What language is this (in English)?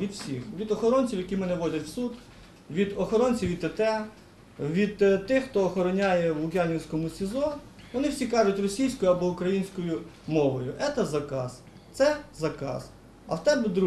Ukrainian